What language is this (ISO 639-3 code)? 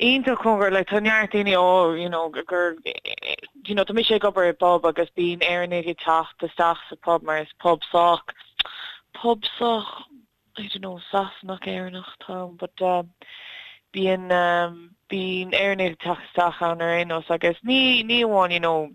gle